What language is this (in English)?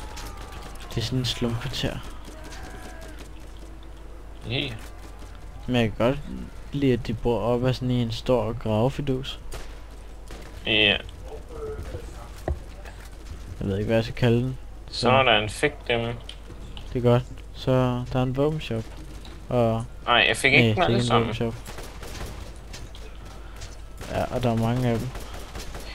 Danish